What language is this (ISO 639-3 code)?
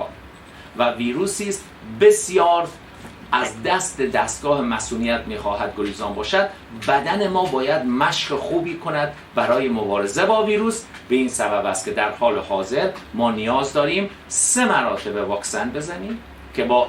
tgk